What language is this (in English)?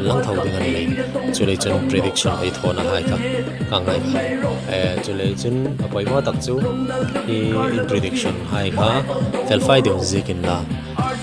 Hmar